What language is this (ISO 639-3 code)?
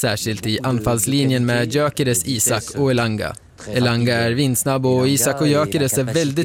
swe